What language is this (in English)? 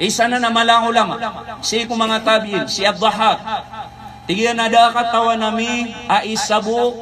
Maranao